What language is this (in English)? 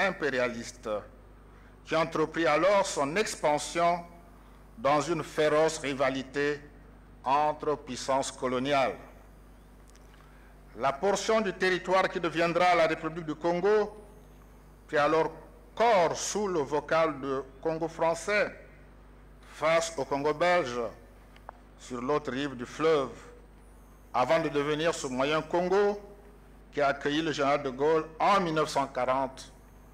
French